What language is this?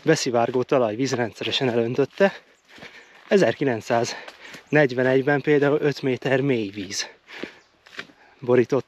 Hungarian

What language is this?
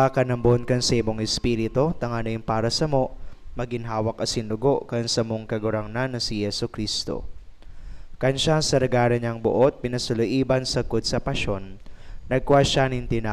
Bikol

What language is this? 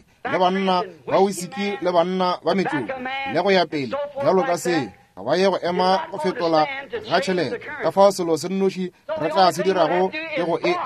Northern Sotho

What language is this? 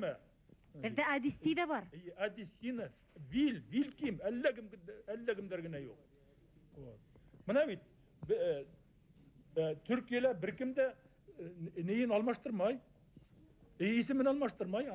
Bashkir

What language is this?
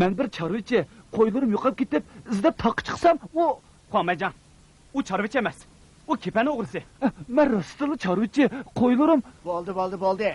Uyghur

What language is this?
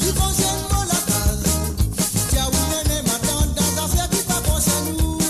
Morisyen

